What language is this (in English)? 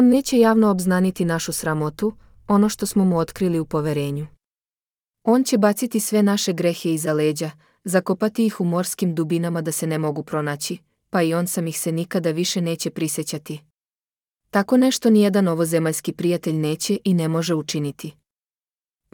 Serbian